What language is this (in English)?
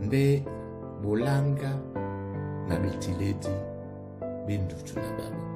Duala